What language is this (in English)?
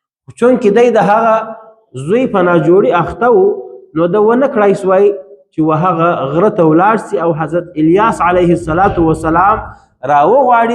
Pashto